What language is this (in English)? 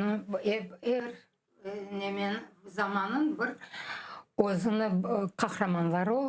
Crimean Tatar